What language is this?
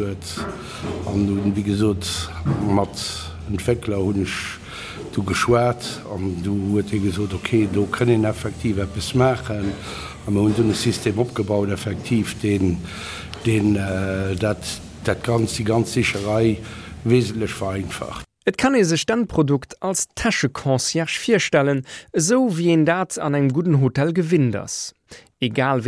Luxembourgish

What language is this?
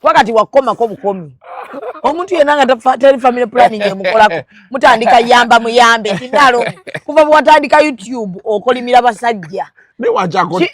Ganda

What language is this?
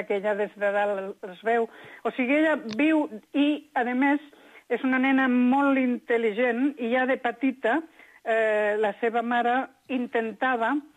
Catalan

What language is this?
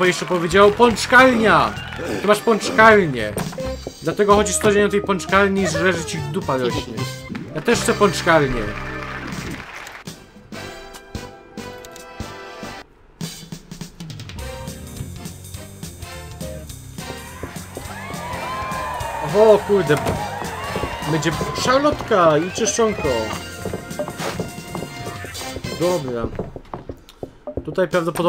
Polish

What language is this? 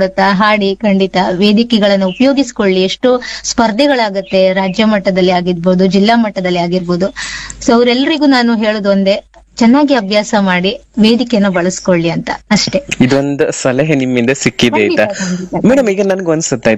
Kannada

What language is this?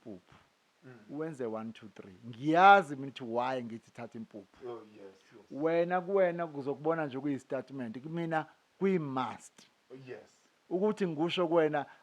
Zulu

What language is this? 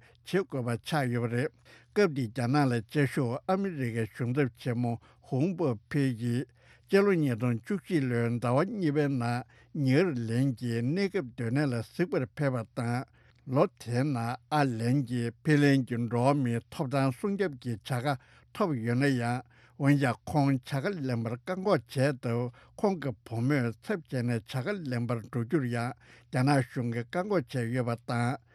Tibetan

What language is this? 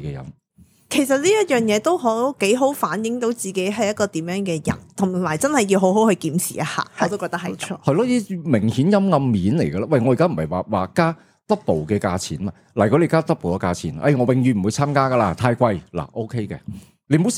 Cantonese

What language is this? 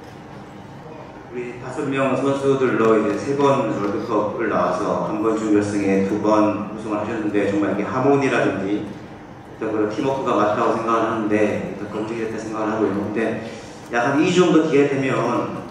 Korean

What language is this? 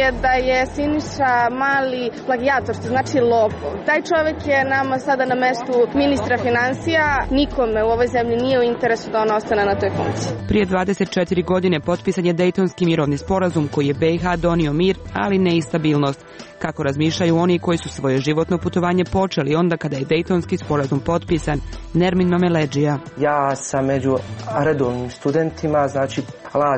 Serbian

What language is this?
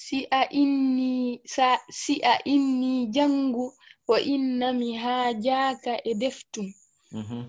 Fula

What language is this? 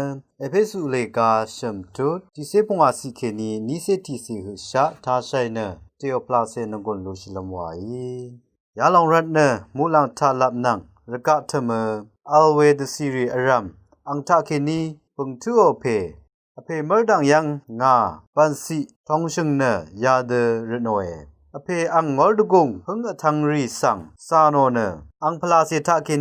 Rawang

